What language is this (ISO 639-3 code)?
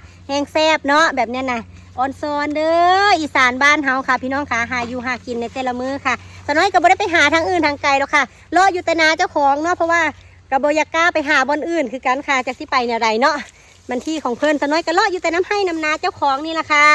tts